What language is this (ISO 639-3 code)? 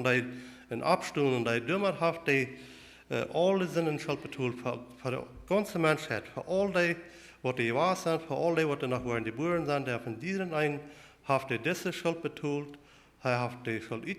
pdt